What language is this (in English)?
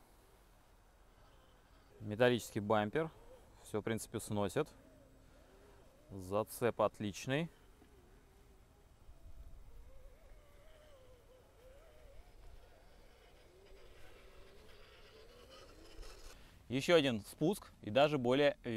Russian